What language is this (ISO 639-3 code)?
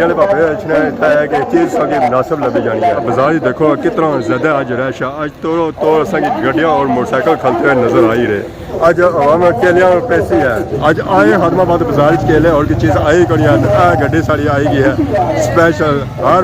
phr